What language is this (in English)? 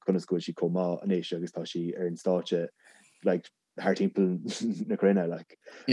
Irish